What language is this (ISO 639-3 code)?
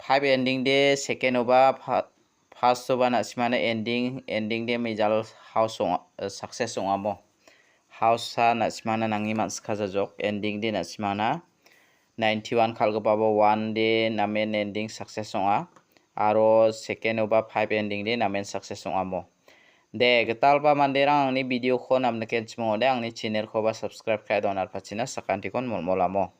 grt